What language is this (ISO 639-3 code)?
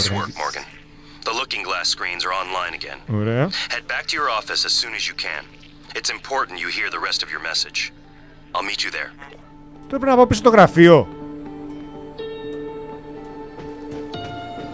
ell